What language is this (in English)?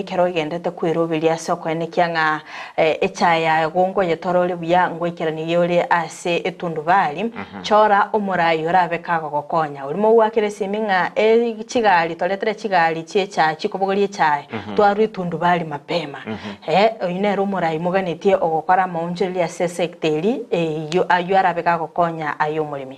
Gusii